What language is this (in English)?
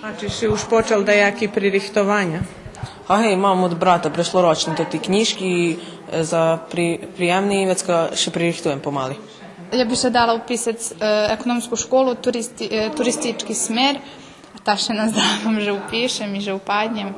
Rusyn